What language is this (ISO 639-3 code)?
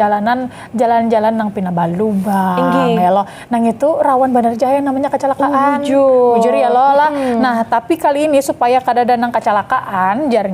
bjn